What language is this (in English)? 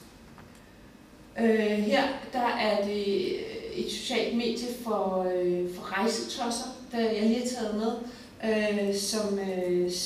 Danish